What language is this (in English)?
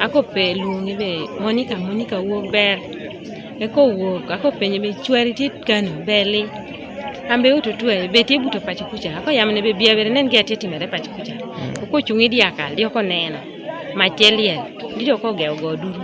Teso